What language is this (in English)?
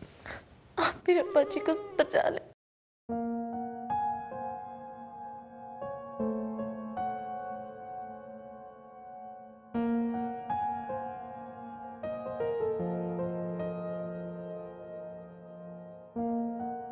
Hindi